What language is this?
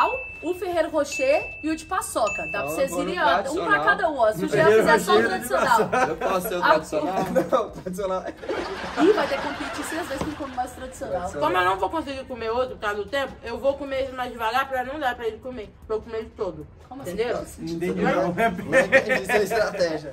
Portuguese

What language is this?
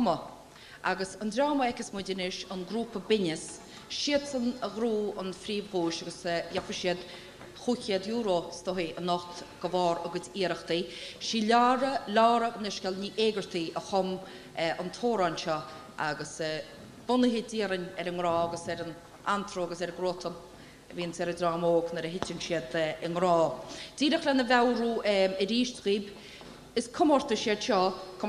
Irish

